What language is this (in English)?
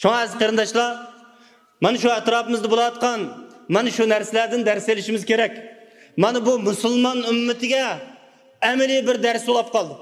Uyghur